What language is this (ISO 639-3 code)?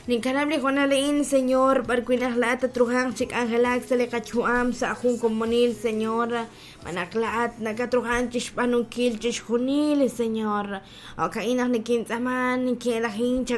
kek